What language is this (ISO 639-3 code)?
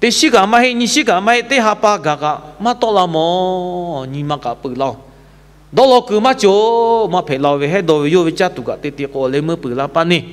lhu